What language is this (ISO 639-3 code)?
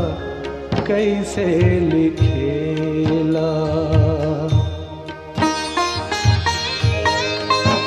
bho